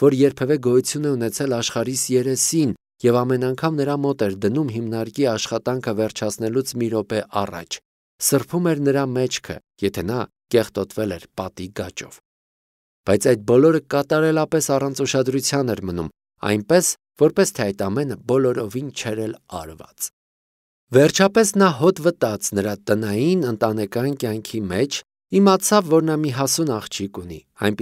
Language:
Armenian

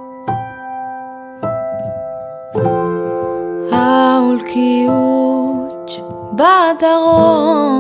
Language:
Basque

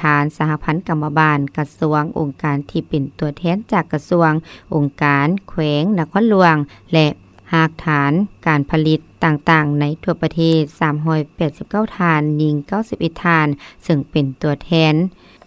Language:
Lao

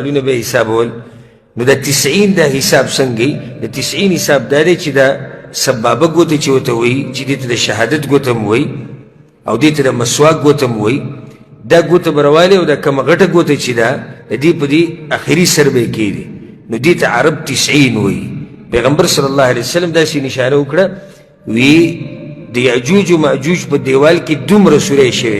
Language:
Pashto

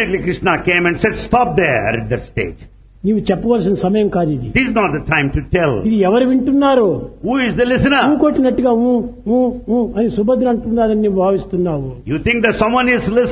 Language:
Telugu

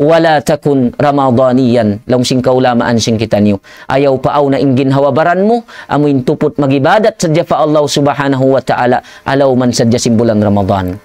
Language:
Tausug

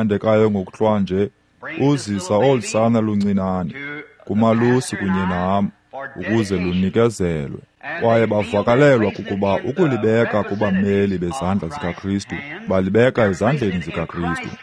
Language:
Xhosa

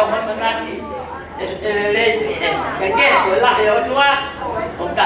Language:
Tongan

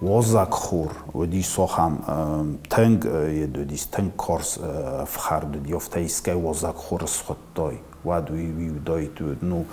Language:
Ossetic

